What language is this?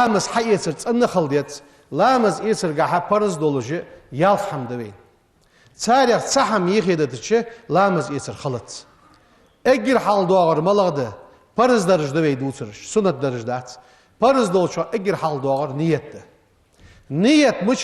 Ingush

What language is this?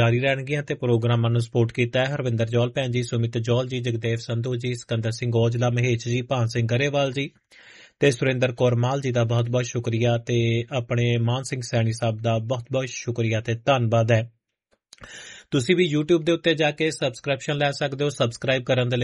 Punjabi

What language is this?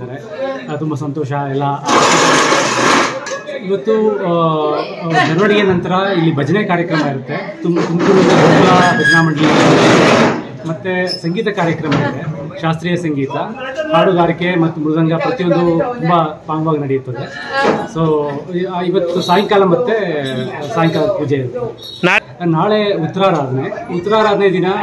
Kannada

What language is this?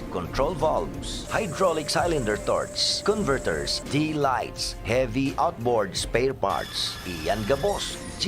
Bikol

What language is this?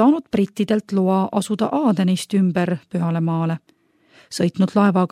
Estonian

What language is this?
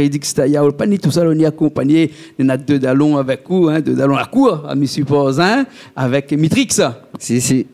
Réunion Creole French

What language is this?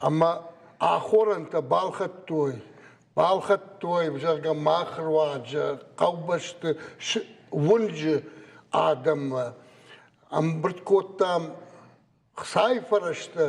Ossetic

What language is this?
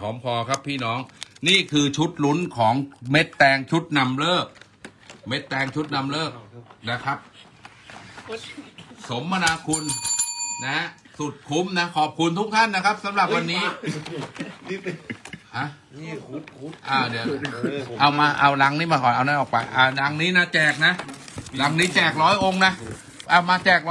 Thai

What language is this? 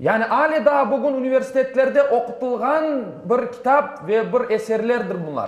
Crimean Tatar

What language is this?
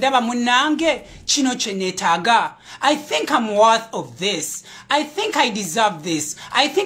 Ganda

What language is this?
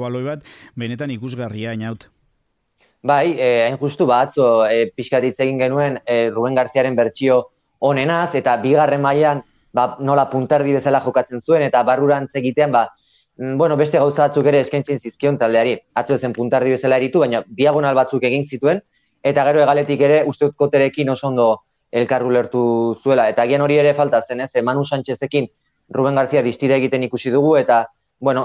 Basque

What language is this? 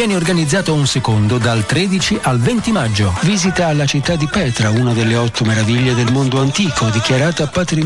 Italian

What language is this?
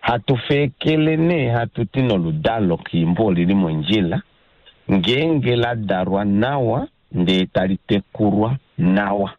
Kuanyama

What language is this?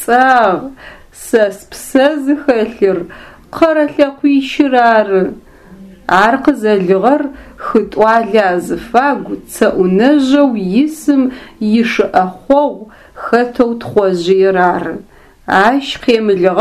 Adyghe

